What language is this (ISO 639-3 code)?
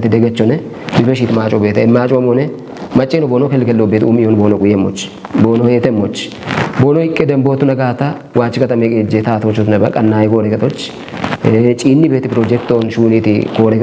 kbr